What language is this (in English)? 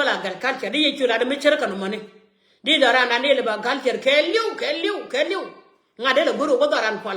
Nuer